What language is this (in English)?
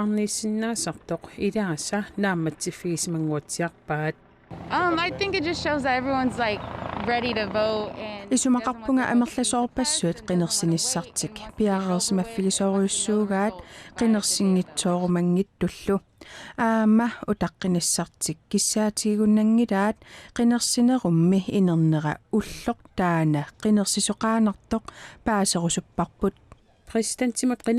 Kalaallisut